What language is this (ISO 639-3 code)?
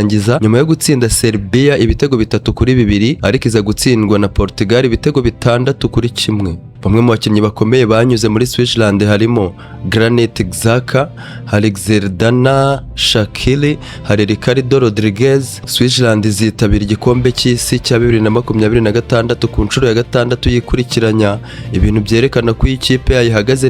kin